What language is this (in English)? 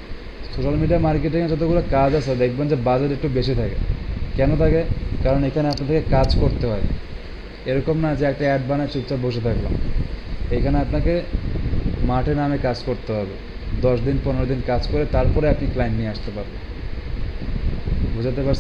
Bangla